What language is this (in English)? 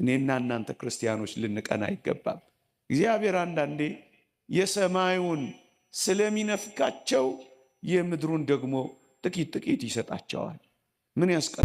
Amharic